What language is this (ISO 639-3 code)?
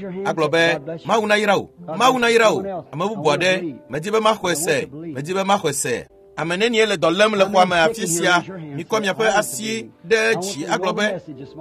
ewe